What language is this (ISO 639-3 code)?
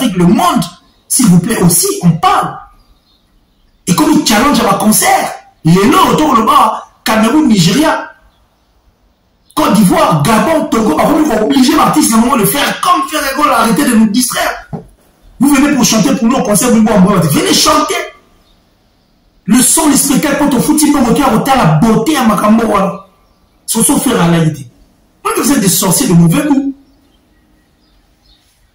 fra